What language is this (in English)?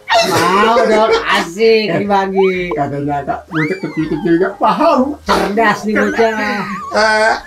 Betawi